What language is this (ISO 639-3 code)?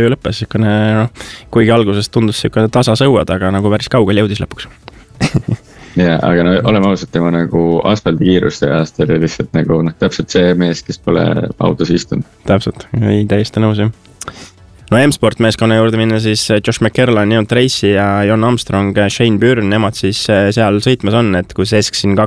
est